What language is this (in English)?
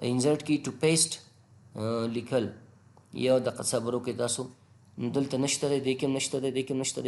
Pashto